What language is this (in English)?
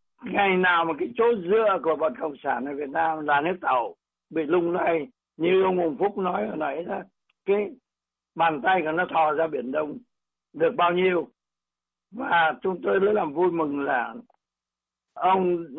Vietnamese